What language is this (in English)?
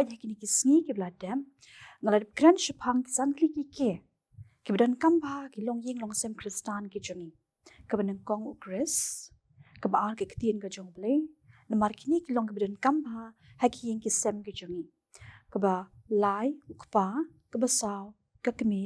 Khasi